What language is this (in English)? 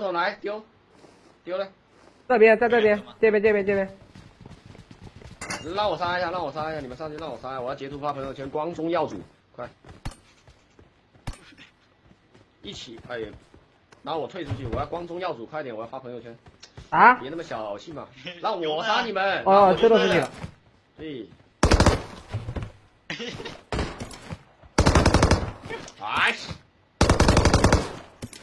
Chinese